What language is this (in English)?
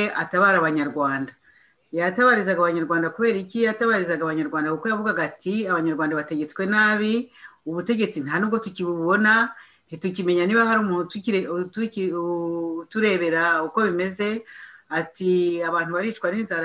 Kinyarwanda